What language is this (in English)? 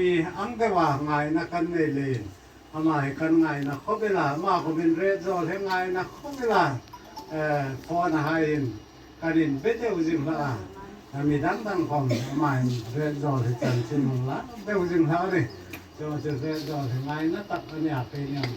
Hmar